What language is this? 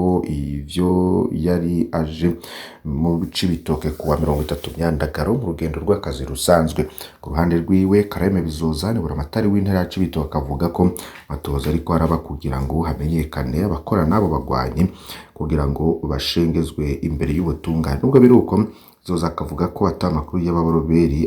Rundi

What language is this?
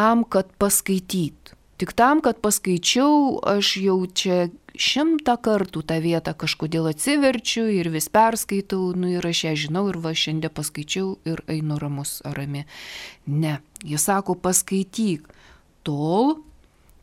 Lithuanian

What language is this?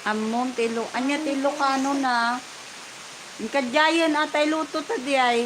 Iloko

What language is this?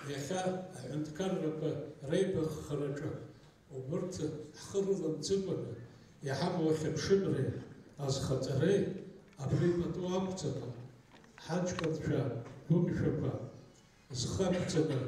Abkhazian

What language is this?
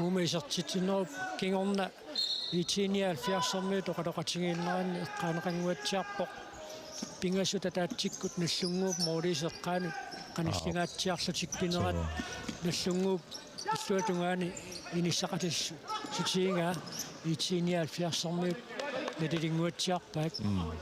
Kalaallisut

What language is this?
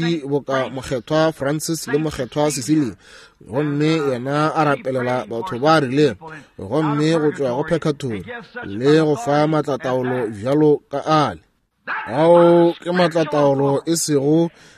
Northern Sotho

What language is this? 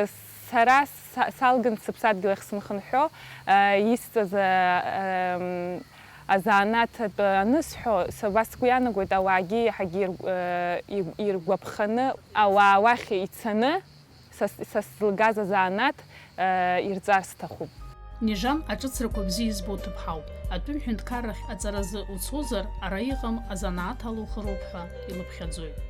Abkhazian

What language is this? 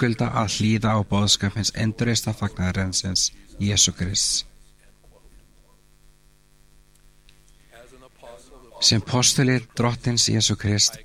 Icelandic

